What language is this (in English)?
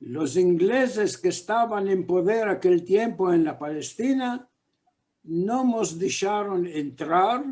Ladino